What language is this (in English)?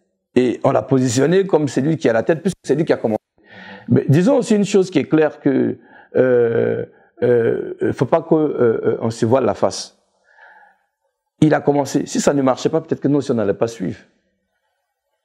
French